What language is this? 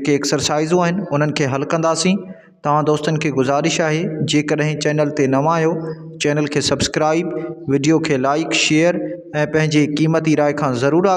Sindhi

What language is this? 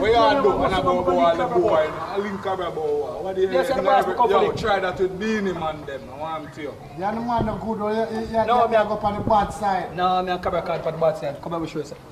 Jamaican Creole English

